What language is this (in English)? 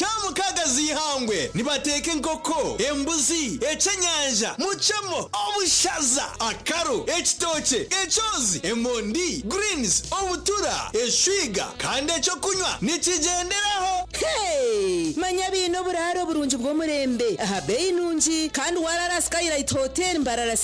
Nyankole